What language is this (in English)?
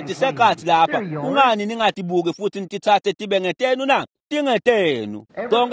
Swati